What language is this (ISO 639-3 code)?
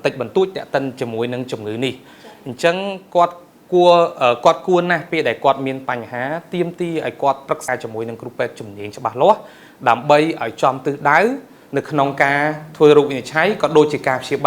khm